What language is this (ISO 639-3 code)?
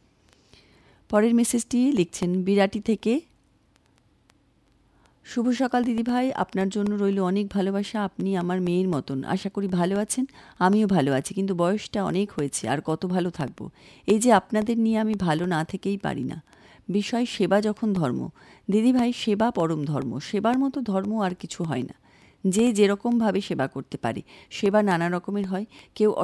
ben